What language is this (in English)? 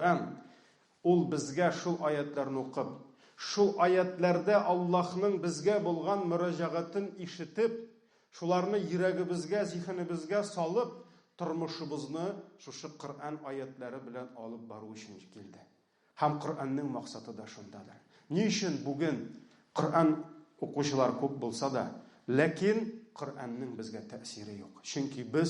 Tatar